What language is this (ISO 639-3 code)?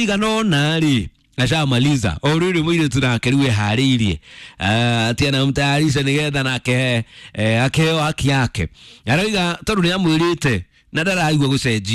kik